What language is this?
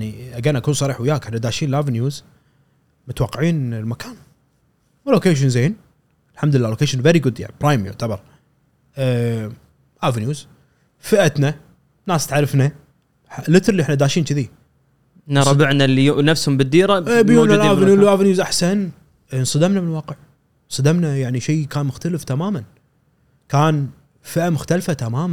Gulf Arabic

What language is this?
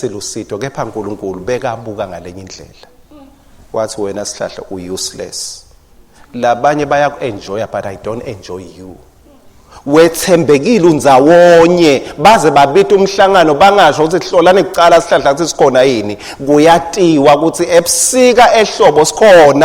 Swati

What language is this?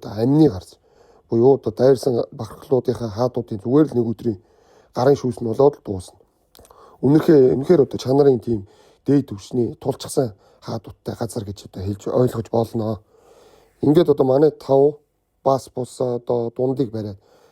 Mongolian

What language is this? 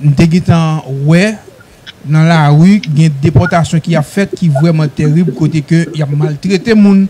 Haitian Creole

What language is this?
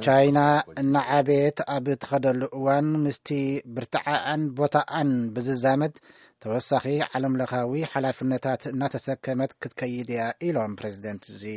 Tigrinya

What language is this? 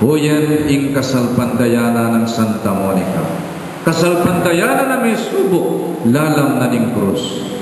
Pampanga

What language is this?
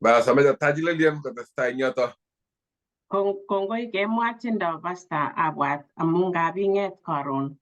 Kalenjin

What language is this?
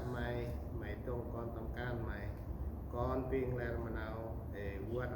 Central Mnong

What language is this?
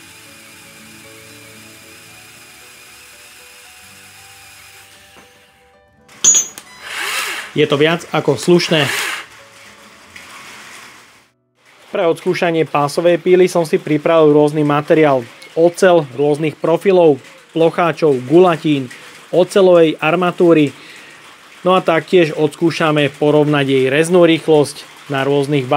Slovak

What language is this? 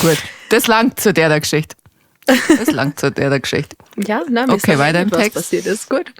Bavarian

